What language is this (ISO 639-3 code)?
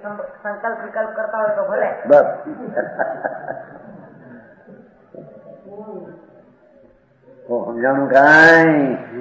guj